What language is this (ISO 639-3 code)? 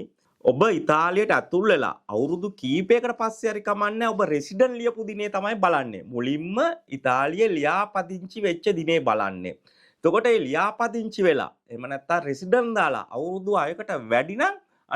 sin